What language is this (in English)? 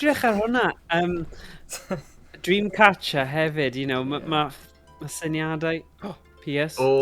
Welsh